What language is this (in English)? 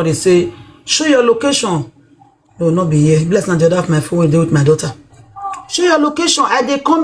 Nigerian Pidgin